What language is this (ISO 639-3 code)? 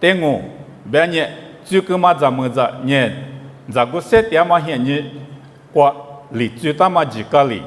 lis